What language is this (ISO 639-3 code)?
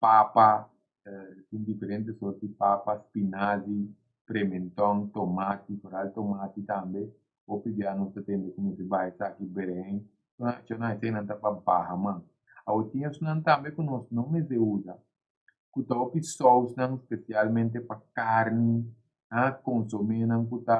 pap